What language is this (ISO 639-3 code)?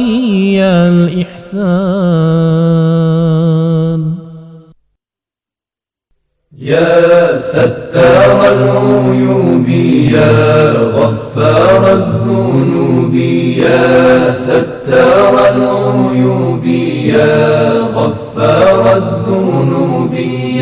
ara